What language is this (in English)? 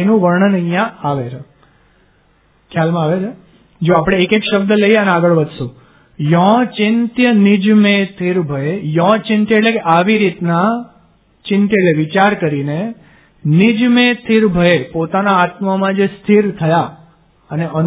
Gujarati